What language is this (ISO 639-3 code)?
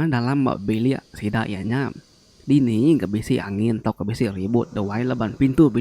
iba